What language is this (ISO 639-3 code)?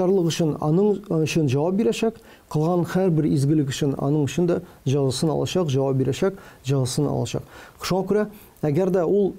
tat